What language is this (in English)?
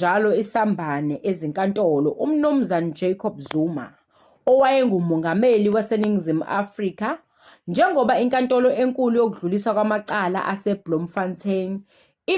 Zulu